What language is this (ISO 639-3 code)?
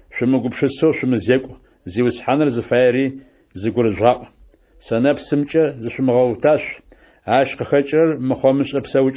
ady